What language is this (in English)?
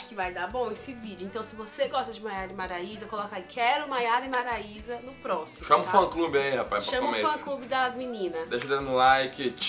Portuguese